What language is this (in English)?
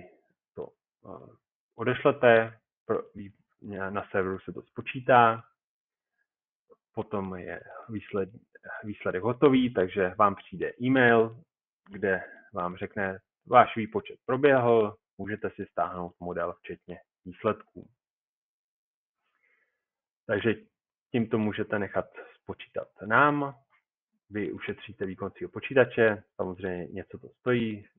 Czech